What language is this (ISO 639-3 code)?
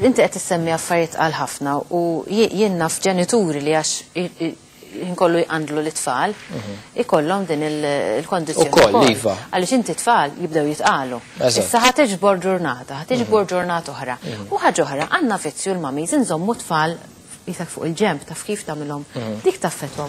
mlt